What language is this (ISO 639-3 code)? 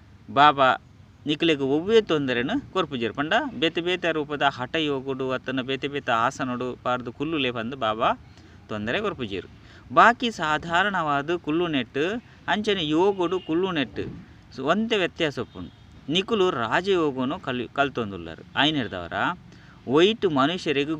tcy